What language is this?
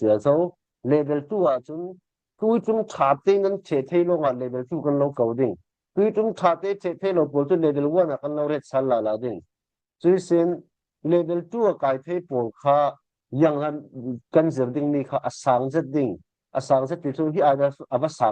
Falam Chin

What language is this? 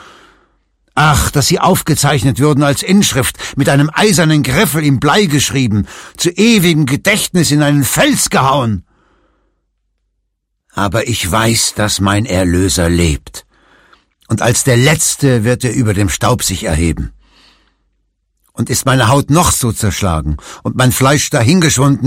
German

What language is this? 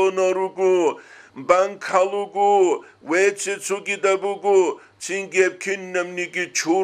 Avaric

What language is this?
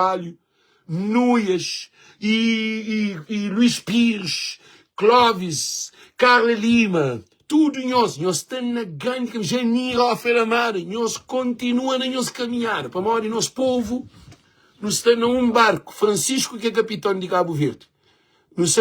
Kabuverdianu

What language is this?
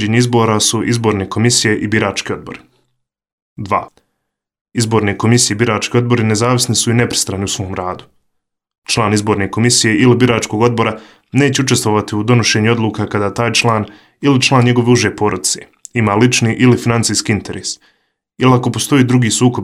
Bosnian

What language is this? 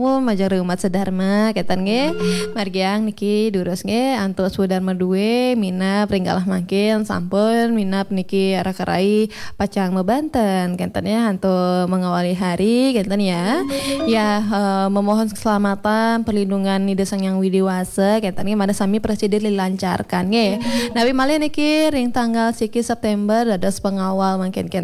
Balinese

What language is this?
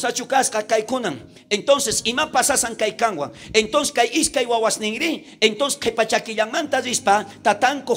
South Bolivian Quechua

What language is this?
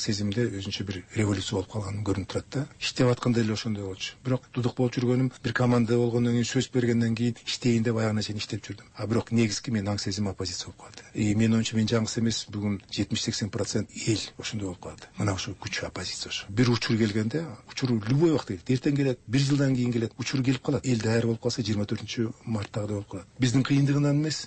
Kyrgyz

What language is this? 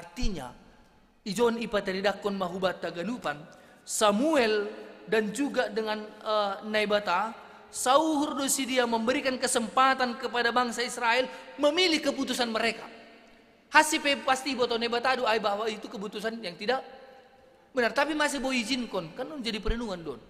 Batak Simalungun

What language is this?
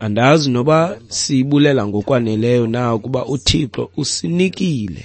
Xhosa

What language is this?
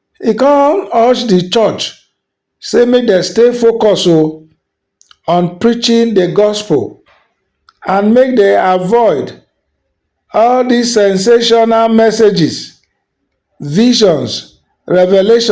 Nigerian Pidgin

